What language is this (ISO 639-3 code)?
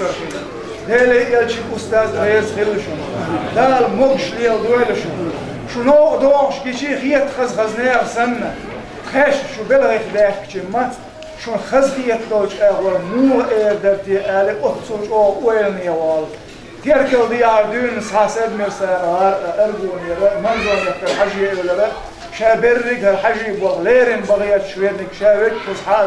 che